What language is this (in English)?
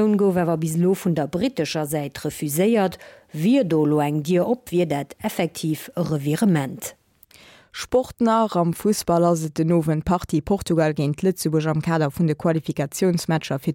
Luxembourgish